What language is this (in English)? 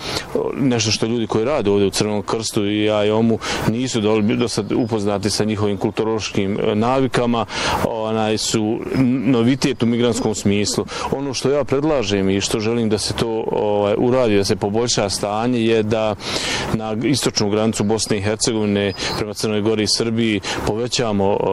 Bosnian